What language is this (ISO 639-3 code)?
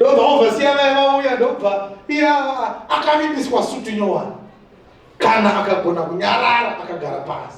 sna